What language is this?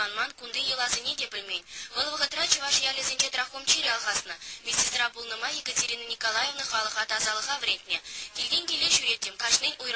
Chuvash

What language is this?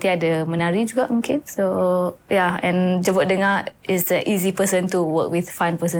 Malay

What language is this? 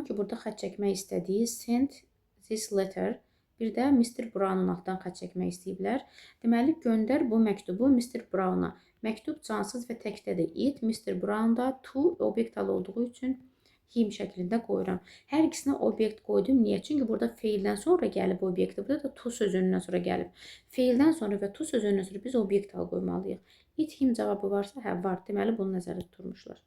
Azerbaijani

